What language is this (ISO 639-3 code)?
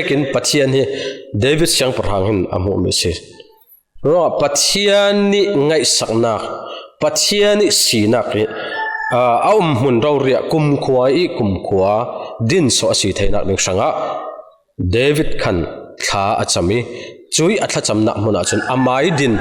cfm